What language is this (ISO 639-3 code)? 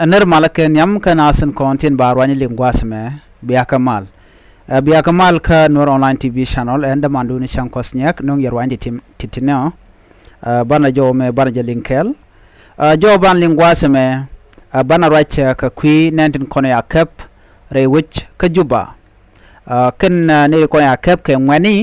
nus